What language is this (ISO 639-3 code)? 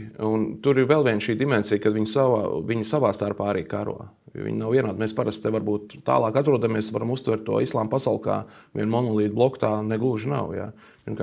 lav